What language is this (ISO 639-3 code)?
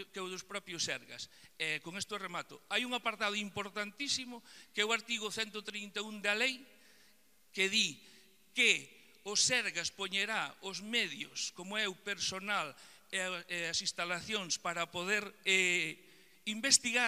glg